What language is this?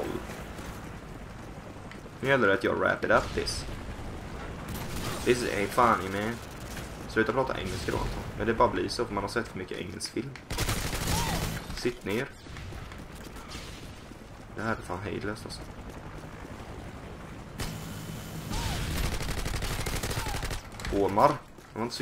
Swedish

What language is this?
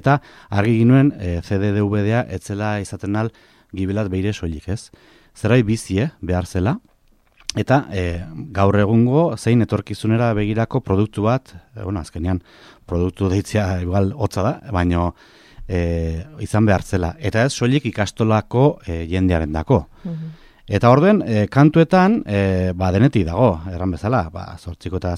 Basque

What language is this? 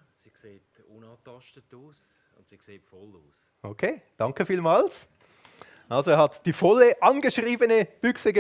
Swiss German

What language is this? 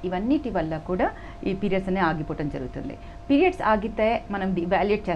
Telugu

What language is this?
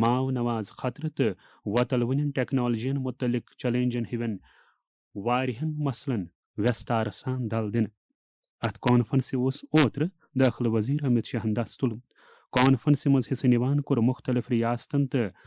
Kashmiri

